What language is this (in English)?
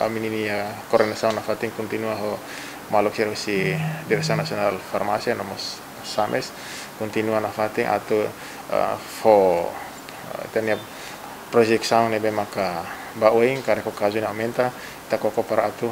Tetum